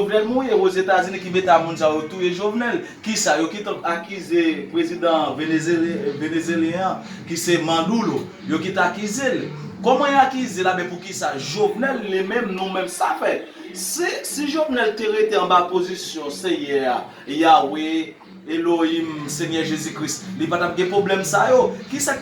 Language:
Haitian Creole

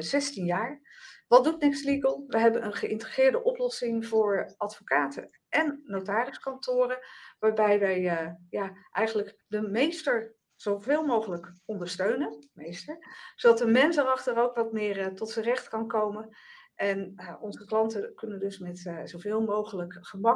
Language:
Dutch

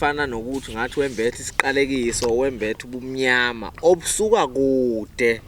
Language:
Zulu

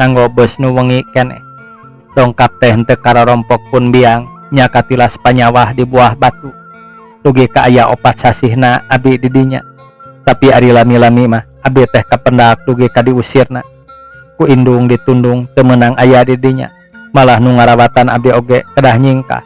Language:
Sundanese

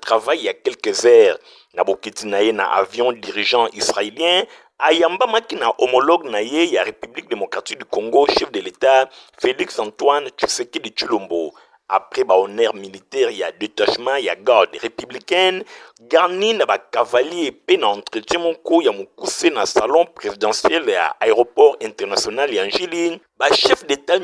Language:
Lingala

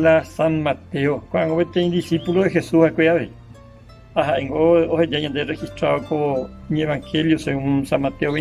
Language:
Guarani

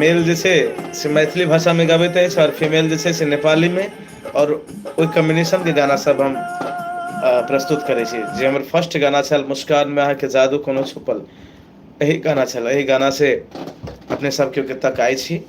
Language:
Maithili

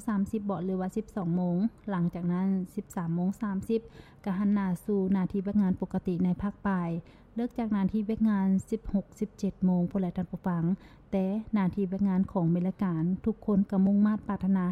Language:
Lao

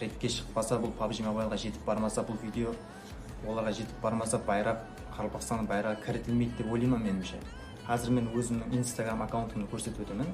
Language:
Kara-Kalpak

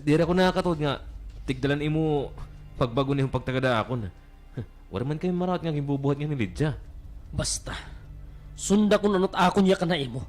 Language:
Waray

